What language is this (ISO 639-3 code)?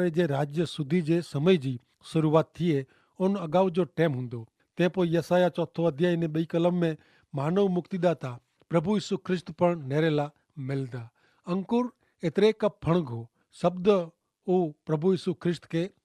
kfr